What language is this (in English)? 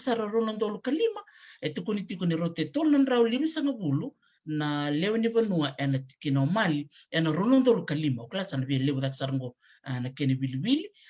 Fijian